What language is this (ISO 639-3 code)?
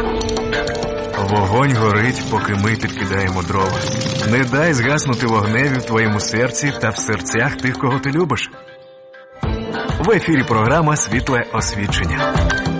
ukr